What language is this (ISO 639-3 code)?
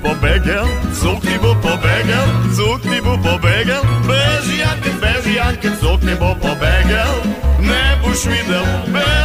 hrv